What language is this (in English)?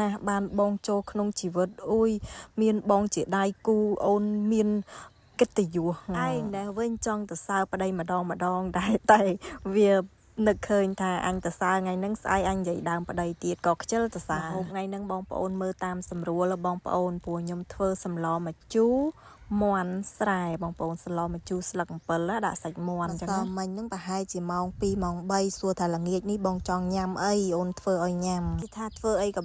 Khmer